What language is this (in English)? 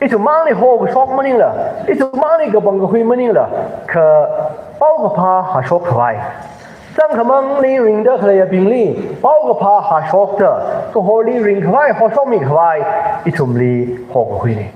Tangkhul Naga (India)